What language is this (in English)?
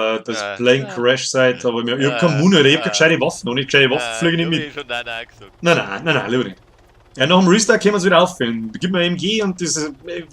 Bavarian